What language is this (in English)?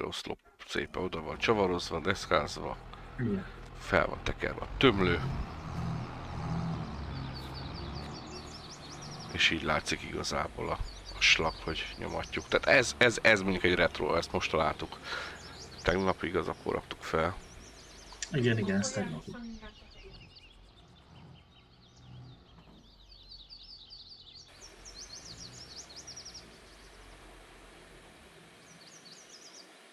Hungarian